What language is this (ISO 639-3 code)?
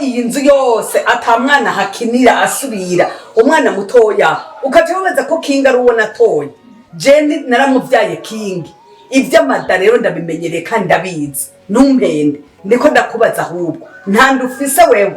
run